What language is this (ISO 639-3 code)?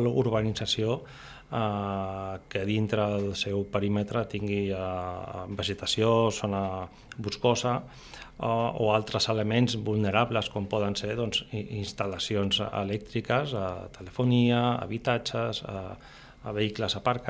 cat